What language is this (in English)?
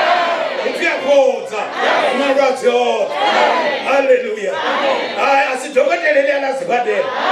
Venda